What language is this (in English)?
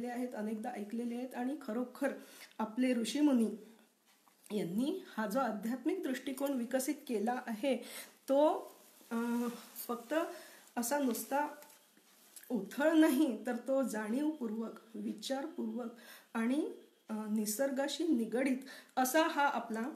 Marathi